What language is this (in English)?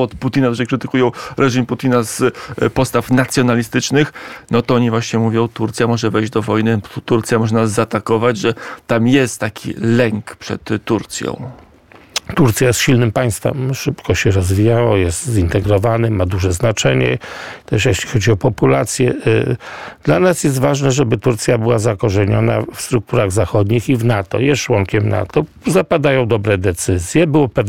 Polish